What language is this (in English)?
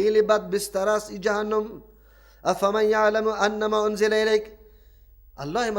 Persian